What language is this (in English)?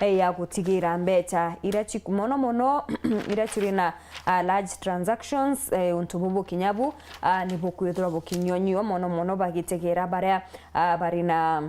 Meru